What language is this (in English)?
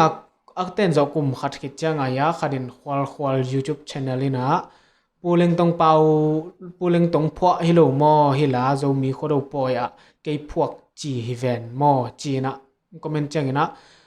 Tedim Chin